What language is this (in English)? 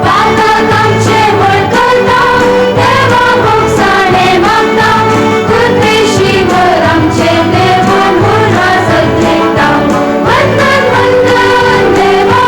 Konkani